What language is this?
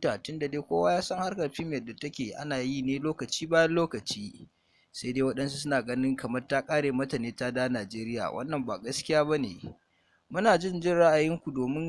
Hausa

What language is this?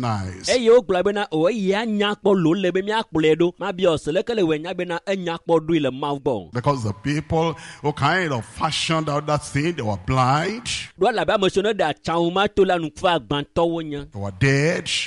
Ewe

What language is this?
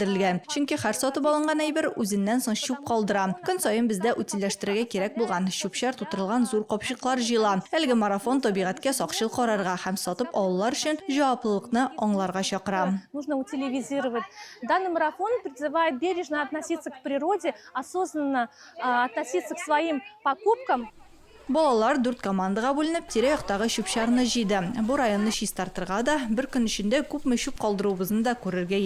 Tatar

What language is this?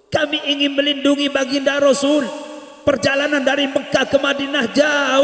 Madurese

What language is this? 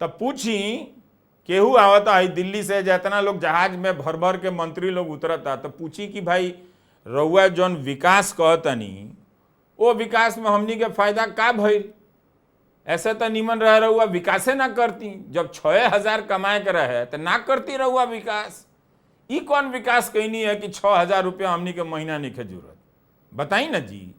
Bhojpuri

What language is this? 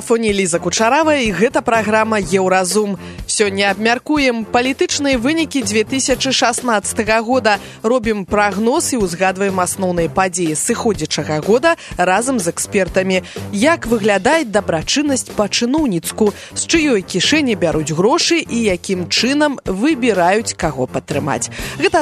Belarusian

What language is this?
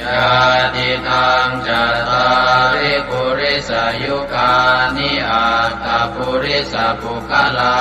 Pali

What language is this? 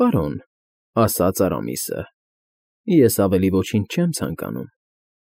Armenian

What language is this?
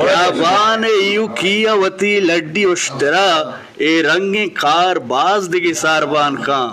Eastern Balochi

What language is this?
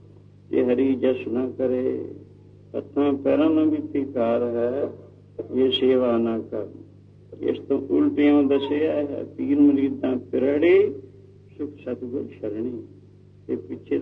Punjabi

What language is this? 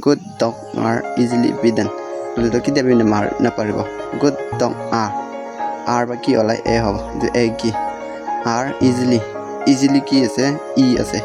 Naga Pidgin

